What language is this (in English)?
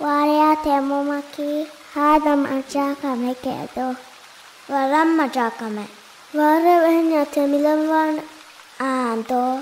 Divehi